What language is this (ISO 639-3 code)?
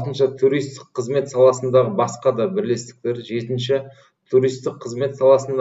kaz